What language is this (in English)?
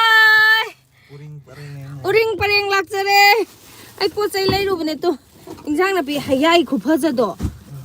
Manipuri